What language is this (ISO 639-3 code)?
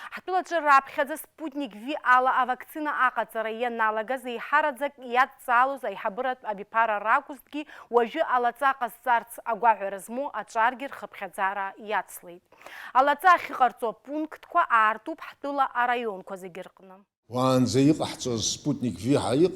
abk